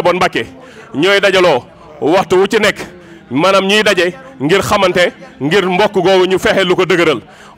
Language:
Wolof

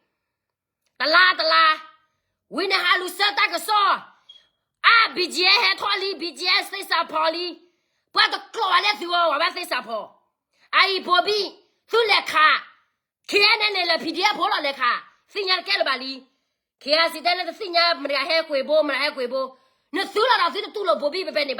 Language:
S'gaw Karen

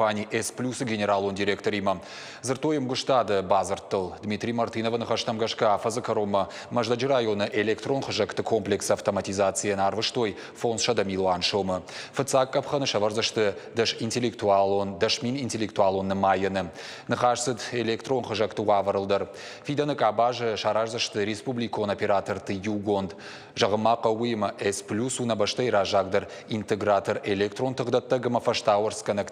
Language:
Ossetic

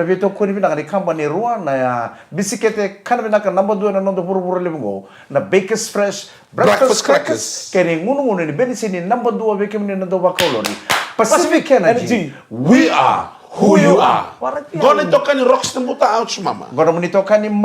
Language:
Fijian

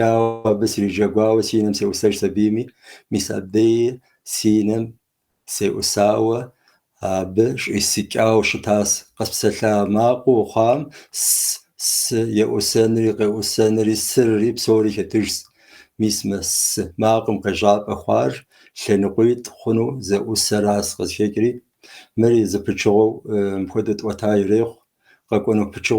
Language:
Kabardian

